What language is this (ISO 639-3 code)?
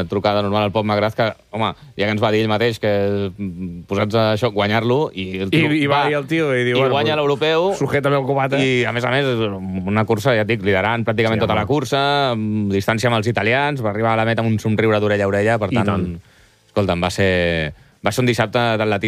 cat